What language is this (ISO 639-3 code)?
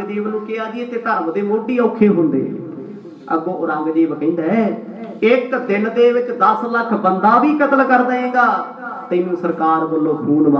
pan